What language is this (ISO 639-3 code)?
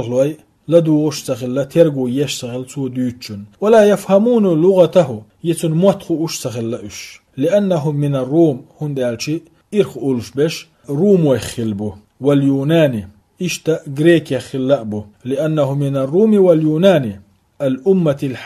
che